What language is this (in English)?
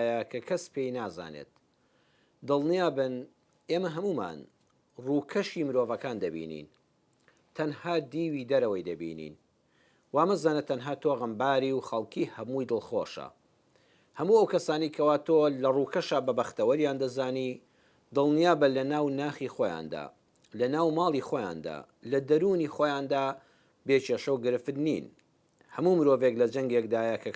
Central Kurdish